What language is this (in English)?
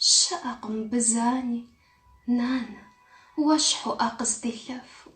Kabardian